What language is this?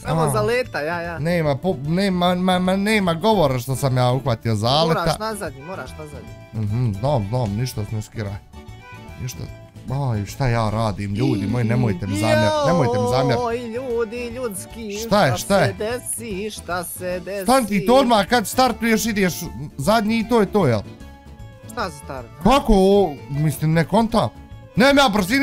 Bosnian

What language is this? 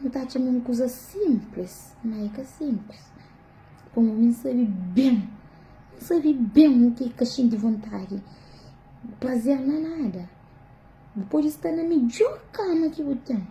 Kabuverdianu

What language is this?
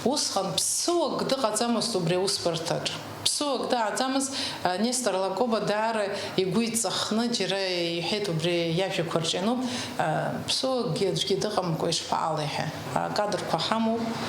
Abkhazian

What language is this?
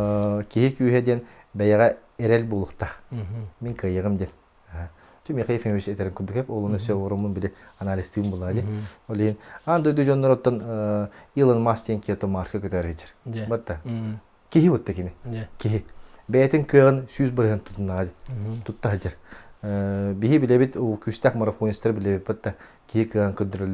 Yakut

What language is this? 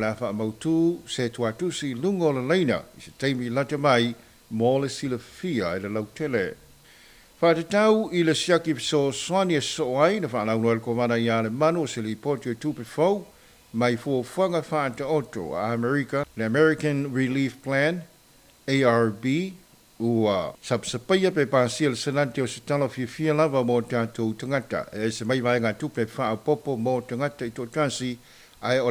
Samoan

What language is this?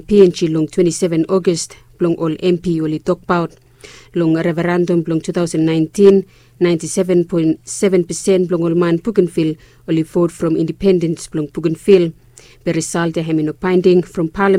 Bislama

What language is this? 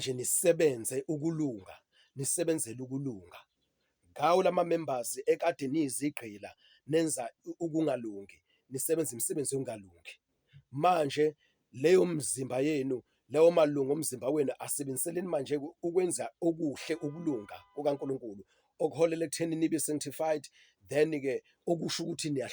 Zulu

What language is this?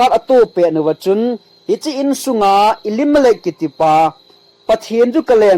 Thado Chin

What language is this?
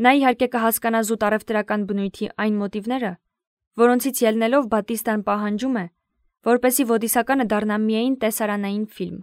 Armenian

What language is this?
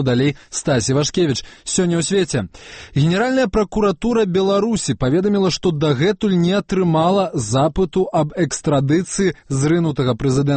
Belarusian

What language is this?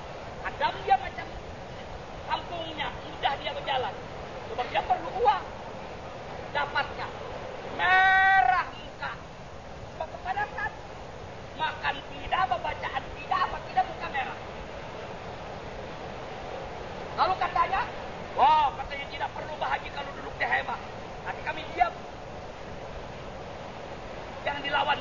Indonesian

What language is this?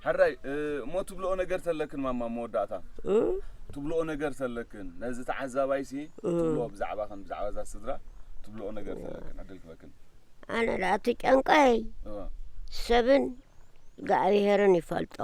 Tigrinya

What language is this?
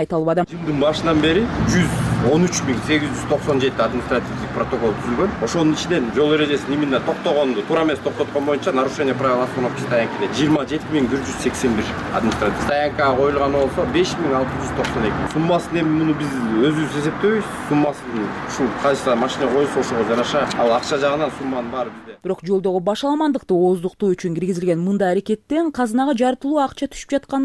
Kyrgyz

